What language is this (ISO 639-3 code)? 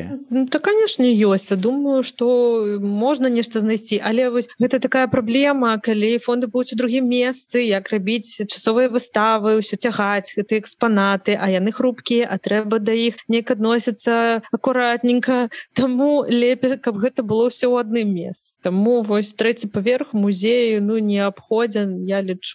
bel